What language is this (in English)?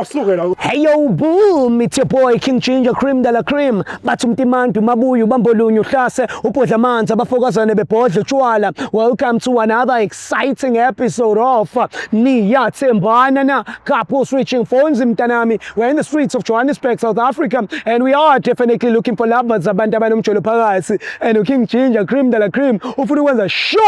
Zulu